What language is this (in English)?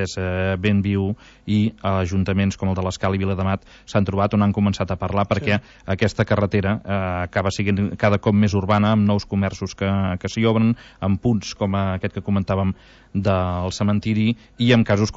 Catalan